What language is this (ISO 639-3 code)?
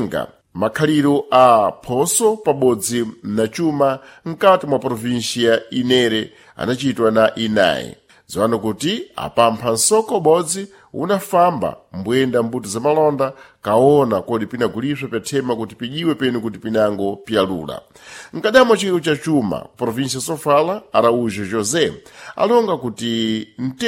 seh